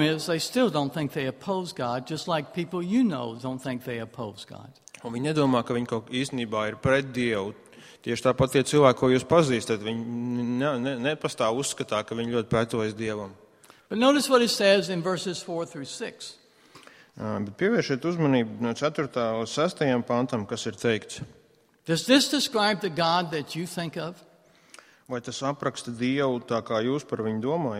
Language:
Latvian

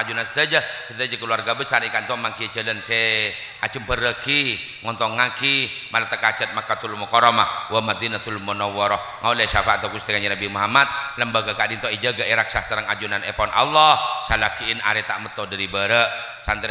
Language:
Madurese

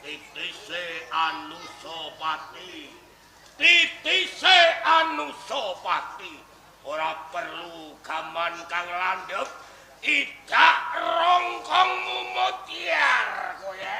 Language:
Javanese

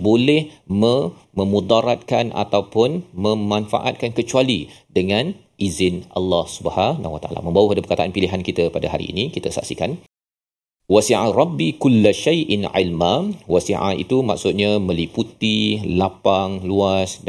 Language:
Malay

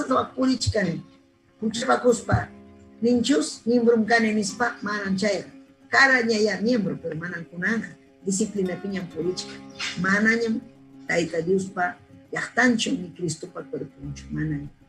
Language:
Ayacucho Quechua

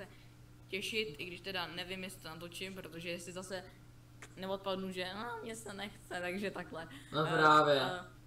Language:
Czech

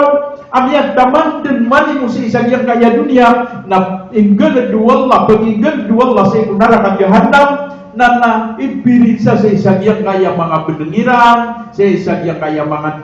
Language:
Maranao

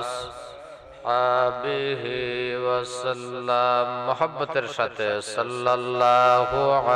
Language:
Sylheti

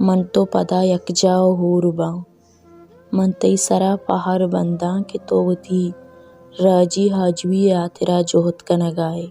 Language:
Baluchi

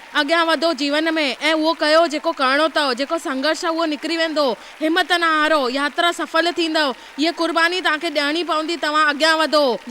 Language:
Sindhi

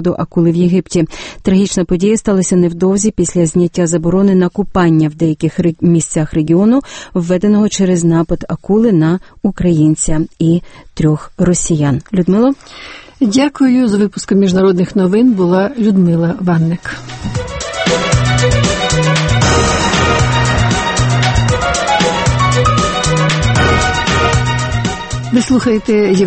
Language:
Ukrainian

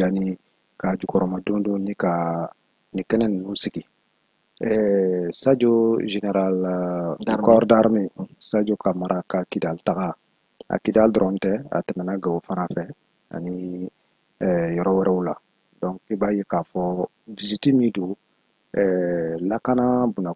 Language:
Bambara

